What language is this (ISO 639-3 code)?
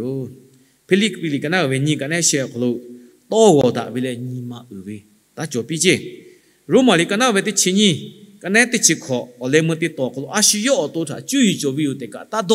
lhu